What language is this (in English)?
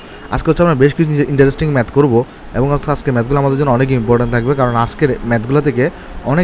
Bangla